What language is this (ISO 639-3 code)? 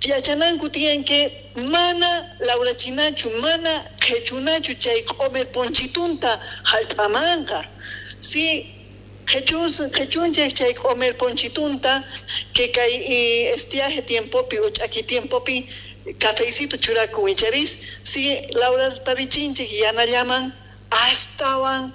quh